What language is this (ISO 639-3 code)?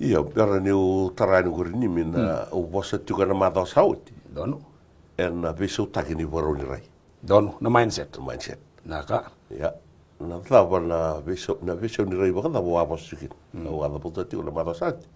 fij